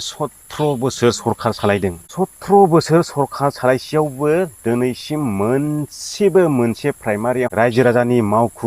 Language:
Bodo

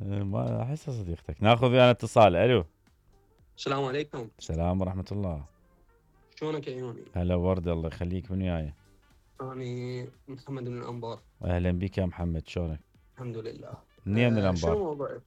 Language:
Mesopotamian Arabic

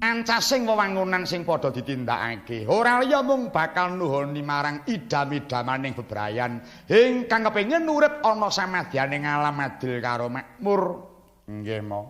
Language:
Javanese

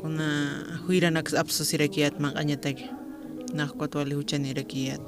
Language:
Aymara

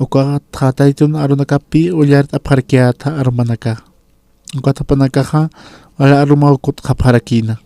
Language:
Aymara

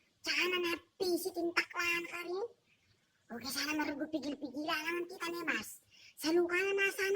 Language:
Pampanga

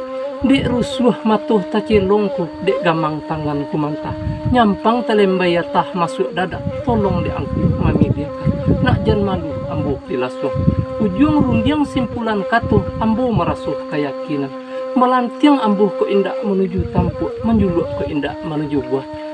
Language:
Minangkabau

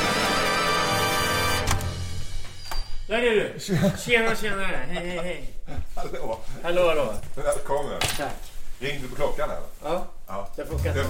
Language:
Swedish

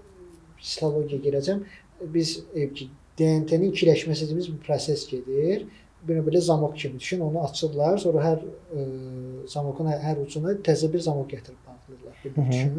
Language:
Azerbaijani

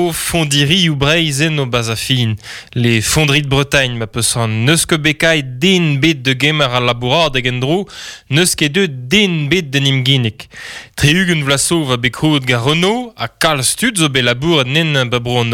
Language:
Breton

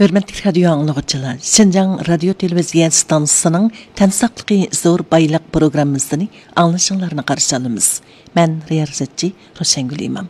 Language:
Uyghur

